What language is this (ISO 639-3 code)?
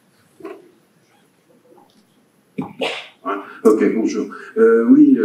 fra